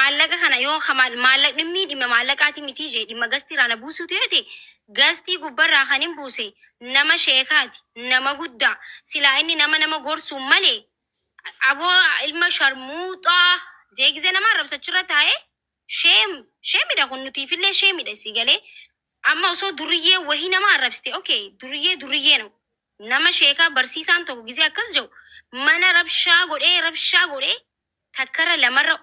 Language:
Oromo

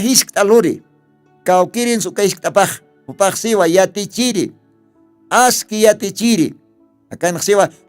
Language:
Aymara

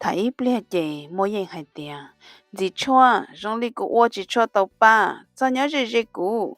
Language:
Hmong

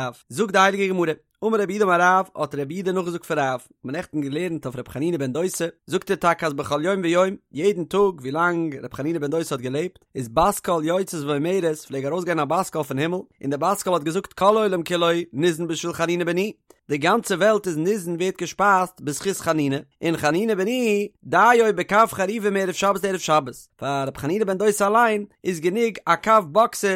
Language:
Yiddish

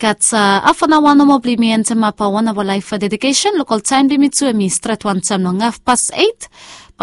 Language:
Bislama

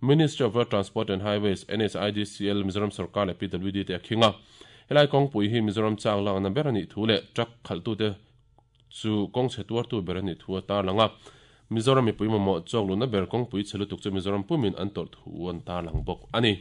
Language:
Mizo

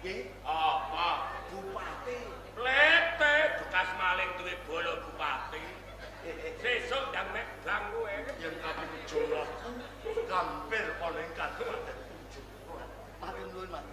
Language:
Javanese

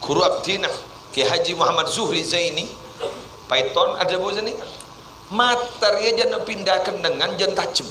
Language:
Madurese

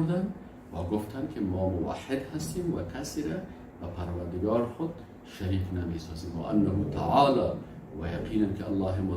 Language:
Persian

